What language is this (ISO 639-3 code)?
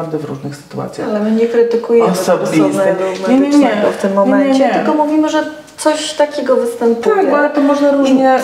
pol